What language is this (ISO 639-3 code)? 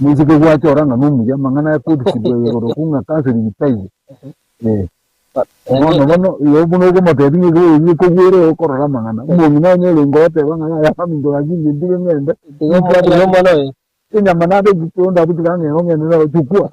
guz